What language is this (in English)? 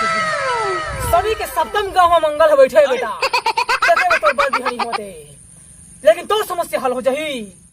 Chhattisgarhi